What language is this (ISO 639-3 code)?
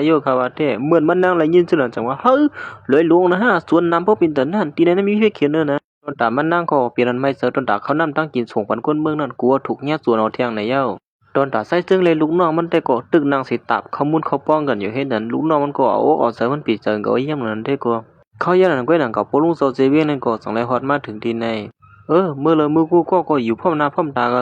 shn